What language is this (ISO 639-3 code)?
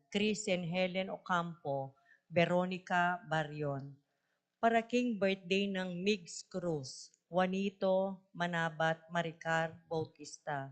pam